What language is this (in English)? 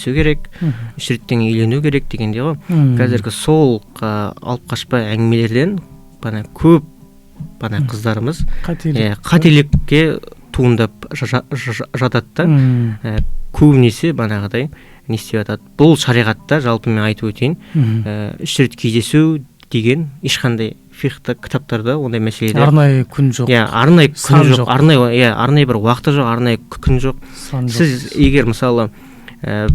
Kazakh